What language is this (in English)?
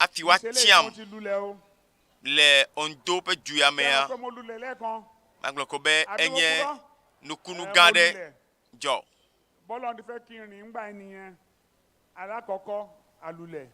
Ewe